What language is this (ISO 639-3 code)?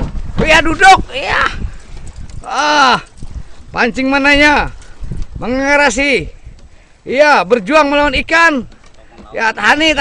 bjn